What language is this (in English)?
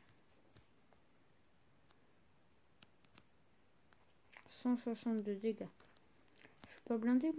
French